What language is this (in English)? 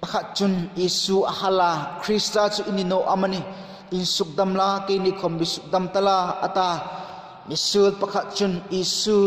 Hmar